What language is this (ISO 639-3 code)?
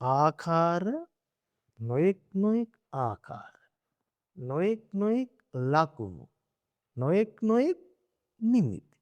sin